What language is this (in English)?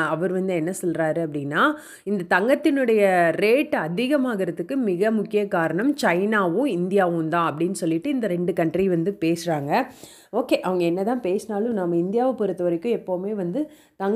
Tamil